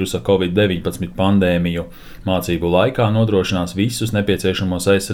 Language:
Latvian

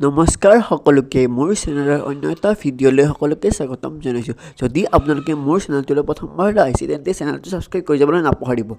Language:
Assamese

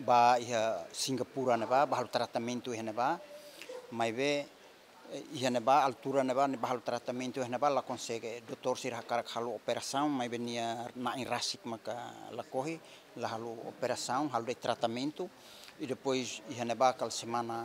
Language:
Tetum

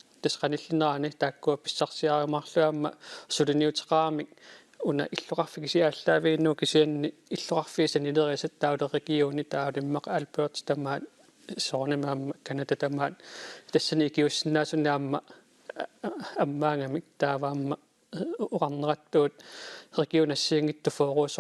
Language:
Kalaallisut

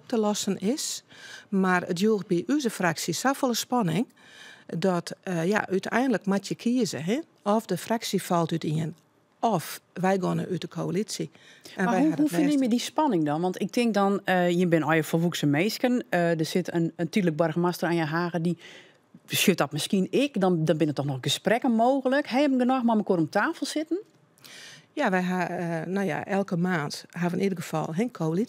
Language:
Western Frisian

